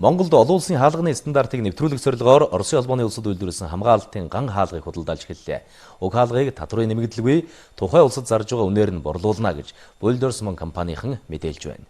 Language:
Mongolian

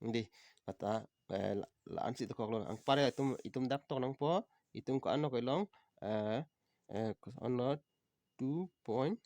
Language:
Karbi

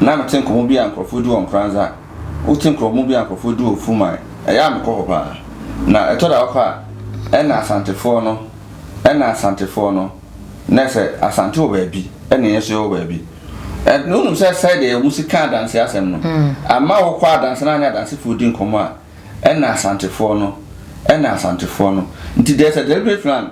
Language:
Akan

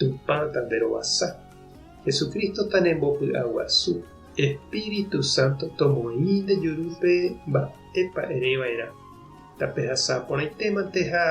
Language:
Guarani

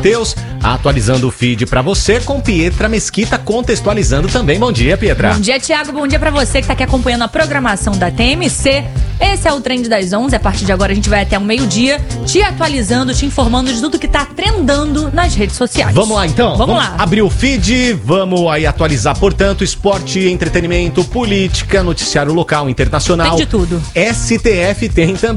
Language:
Portuguese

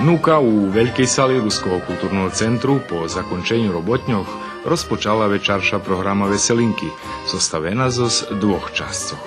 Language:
Rusyn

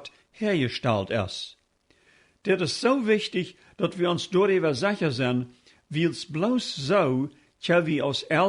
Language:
Plautdietsch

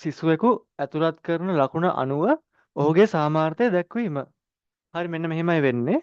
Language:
Sinhala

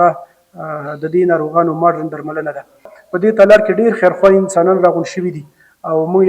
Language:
Pashto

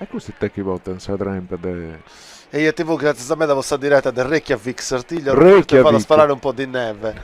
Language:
Sardinian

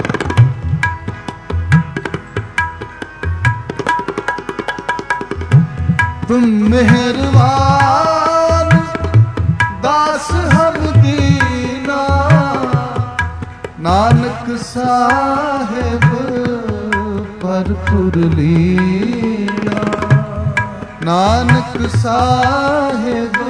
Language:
Punjabi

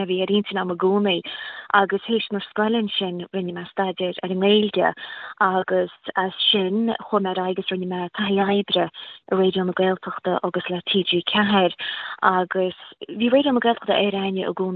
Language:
Irish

